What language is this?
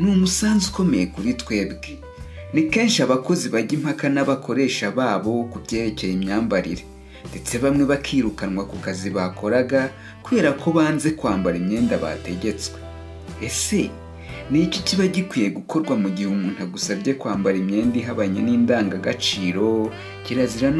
Kinyarwanda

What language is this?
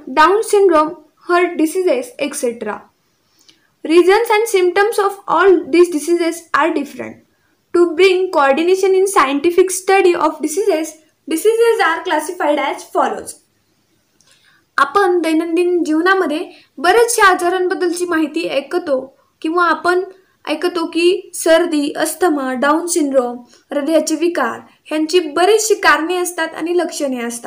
Marathi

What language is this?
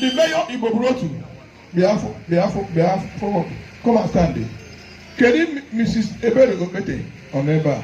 Igbo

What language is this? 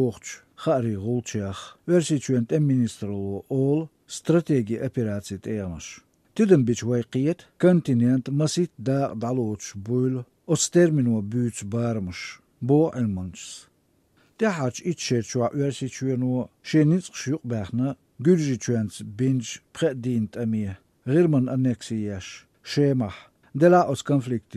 Latvian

